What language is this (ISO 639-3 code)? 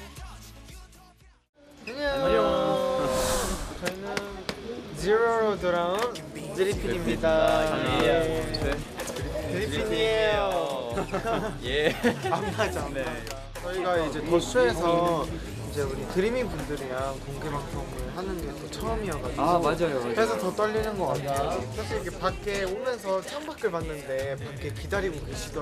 kor